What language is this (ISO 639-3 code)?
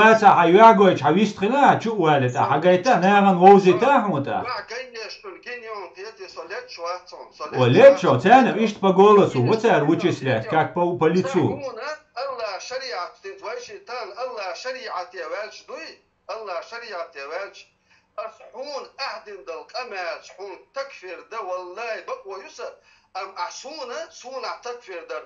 che